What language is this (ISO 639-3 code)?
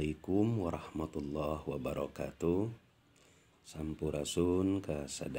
sun